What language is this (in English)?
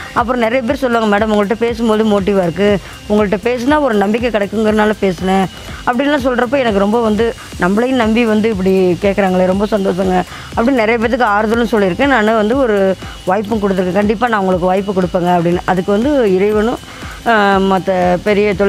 Tamil